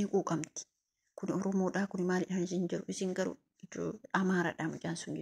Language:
Oromo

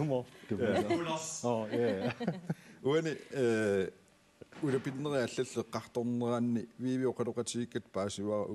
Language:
Kalaallisut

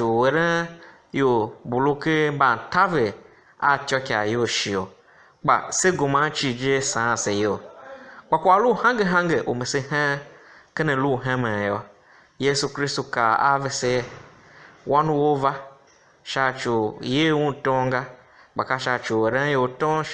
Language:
Tiv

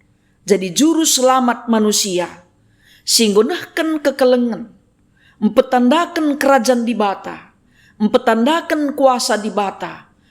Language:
Batak Karo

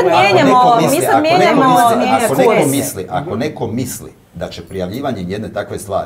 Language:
Croatian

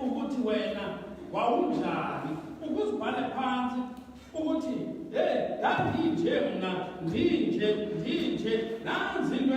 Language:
Xhosa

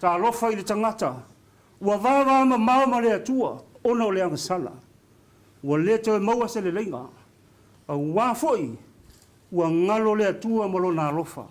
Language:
Samoan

